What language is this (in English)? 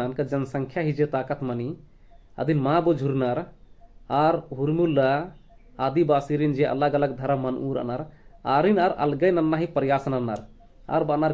Kurukh